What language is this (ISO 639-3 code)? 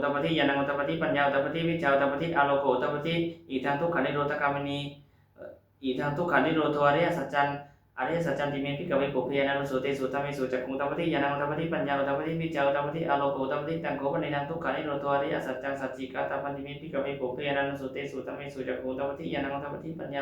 pli